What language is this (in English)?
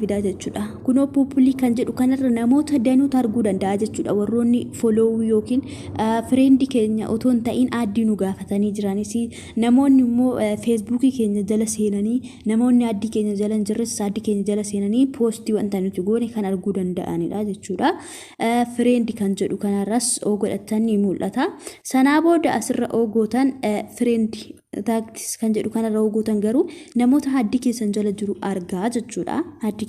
Oromo